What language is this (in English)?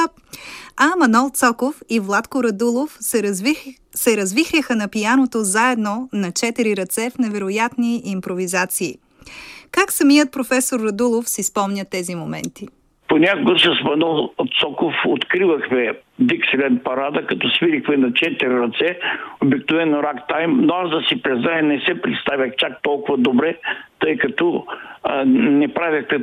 Bulgarian